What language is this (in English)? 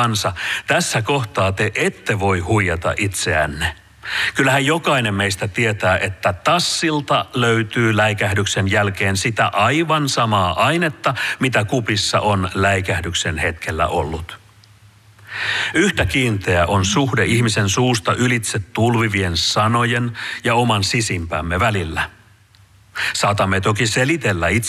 Finnish